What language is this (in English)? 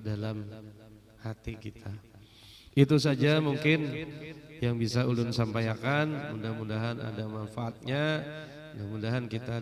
Banjar